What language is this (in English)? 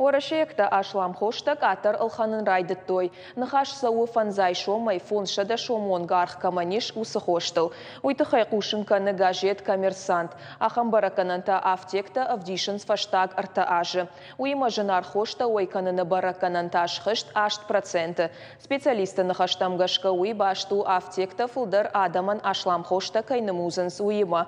Ossetic